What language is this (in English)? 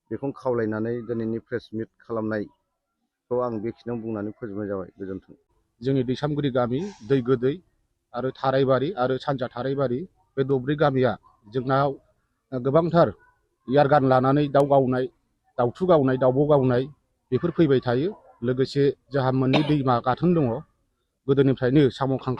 Bodo